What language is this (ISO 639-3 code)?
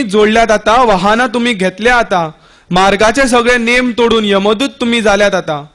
kok